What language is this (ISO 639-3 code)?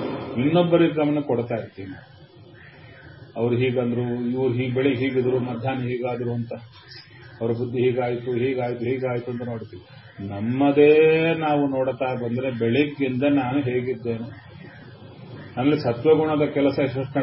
kan